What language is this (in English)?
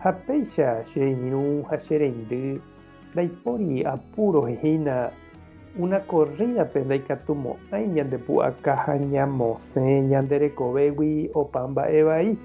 Guarani